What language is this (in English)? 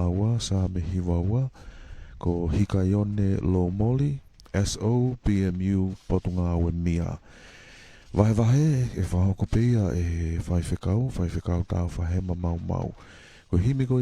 Tongan